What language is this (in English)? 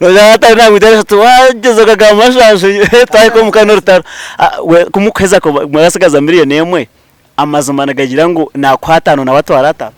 Nyankole